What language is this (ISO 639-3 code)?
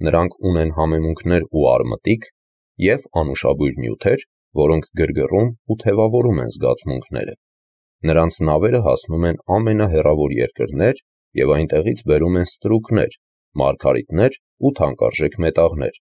hye